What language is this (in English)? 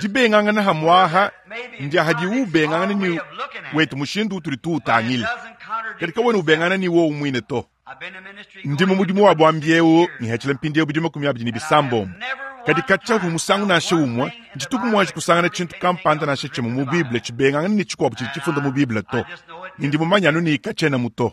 Luba-Lulua